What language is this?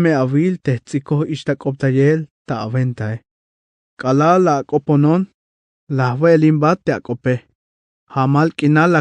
Tzeltal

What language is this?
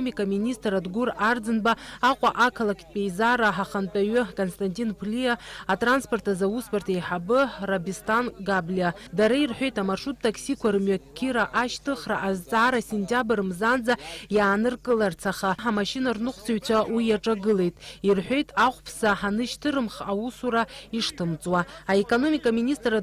Abkhazian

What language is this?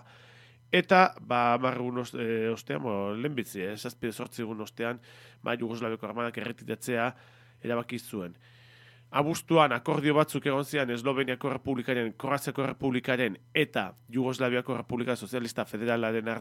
Basque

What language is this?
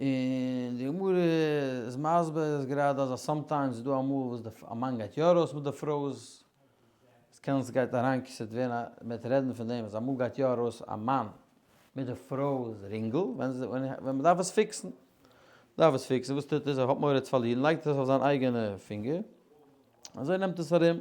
Yiddish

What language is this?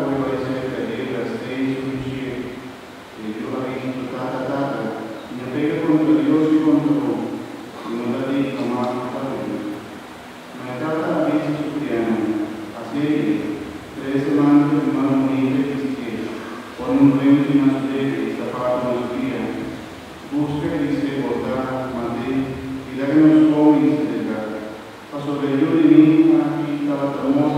Papiamento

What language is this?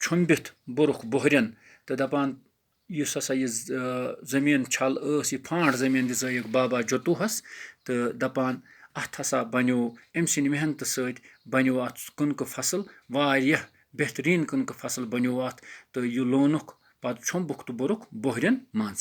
Kashmiri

